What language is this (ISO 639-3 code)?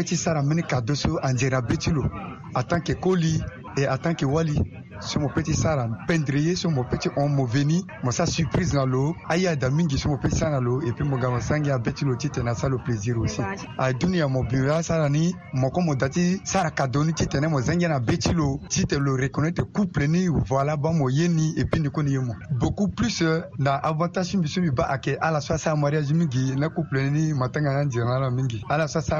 sag